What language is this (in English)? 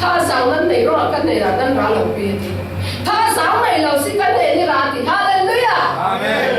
Falam Chin